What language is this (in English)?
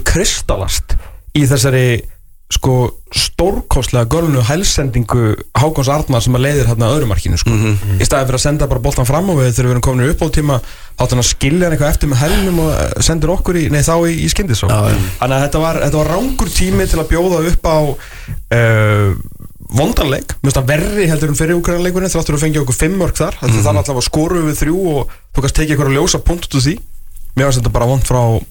Icelandic